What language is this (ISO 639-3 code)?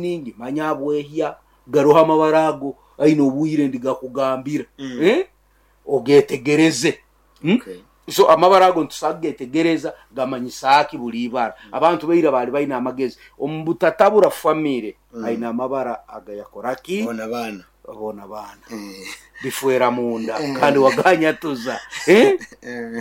nyo